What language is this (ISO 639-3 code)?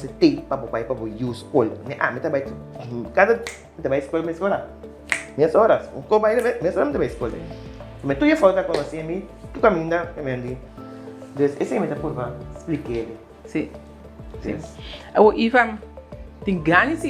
pap